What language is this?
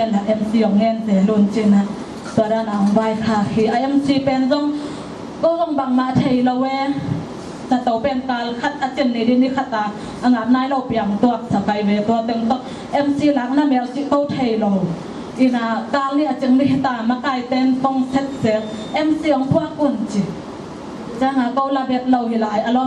Tedim Chin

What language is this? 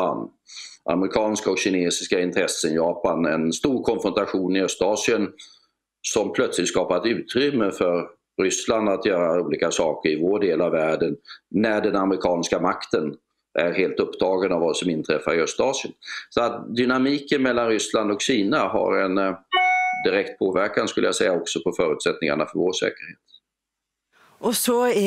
Swedish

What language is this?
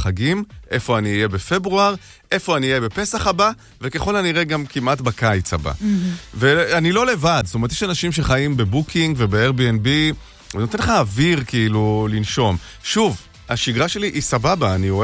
Hebrew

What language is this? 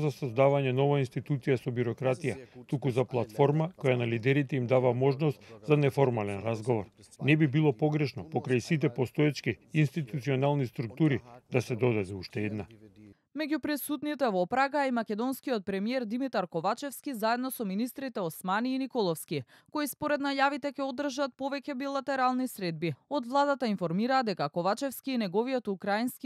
Macedonian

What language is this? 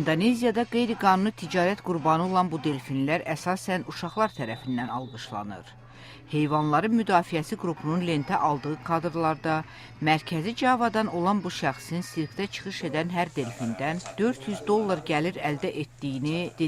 Azerbaijani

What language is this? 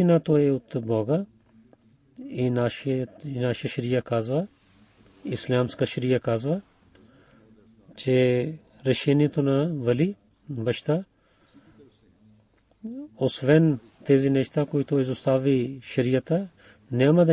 Bulgarian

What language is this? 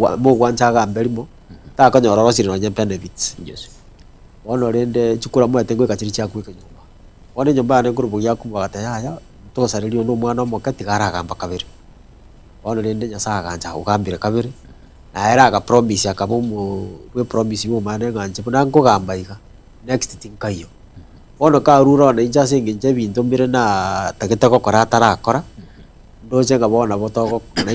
Gusii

